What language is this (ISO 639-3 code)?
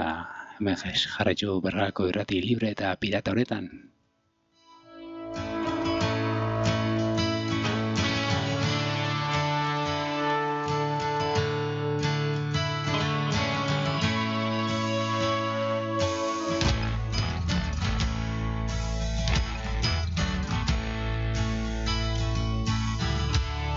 eus